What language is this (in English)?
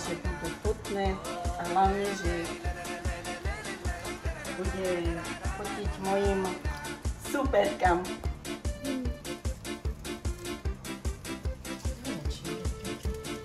Slovak